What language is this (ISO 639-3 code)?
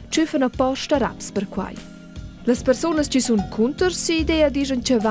roh